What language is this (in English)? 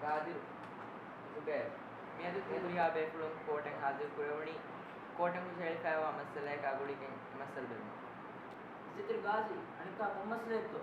Divehi